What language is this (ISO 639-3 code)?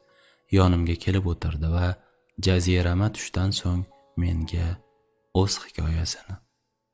uzb